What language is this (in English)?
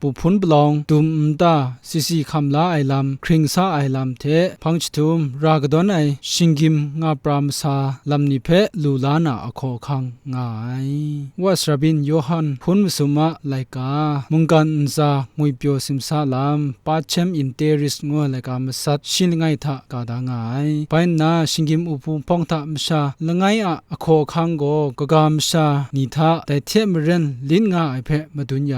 Kachin